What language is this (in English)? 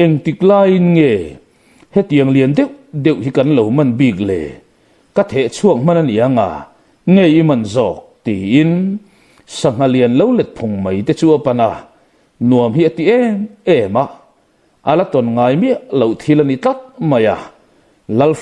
Mizo